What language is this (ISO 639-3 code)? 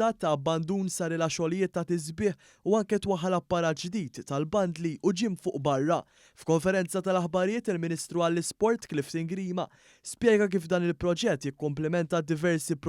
mlt